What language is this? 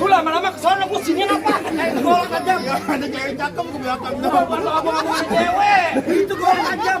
Betawi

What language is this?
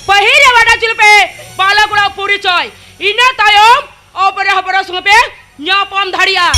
Santali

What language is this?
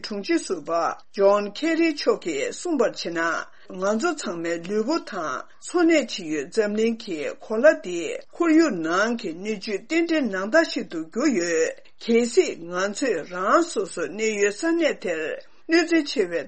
Tibetan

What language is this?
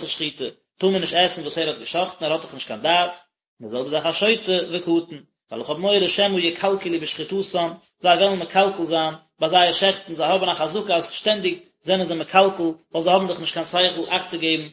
Yiddish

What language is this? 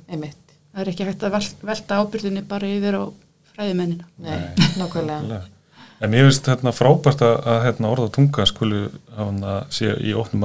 Icelandic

